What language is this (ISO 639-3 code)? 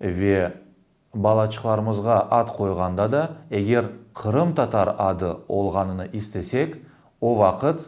crh